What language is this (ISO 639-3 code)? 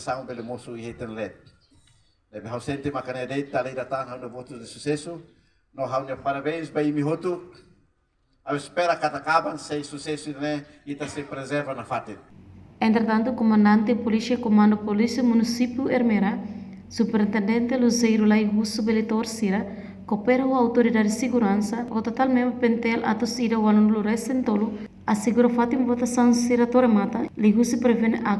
tet